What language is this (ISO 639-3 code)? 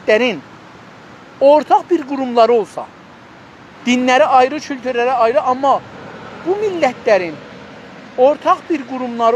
azb